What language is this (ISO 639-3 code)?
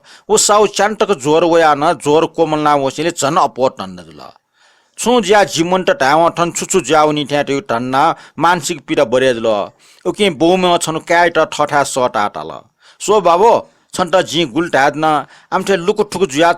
new